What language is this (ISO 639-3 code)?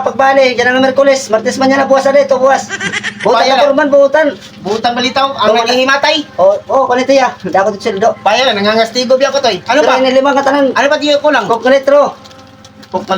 war